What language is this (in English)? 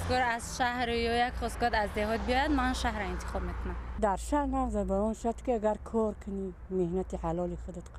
Tajik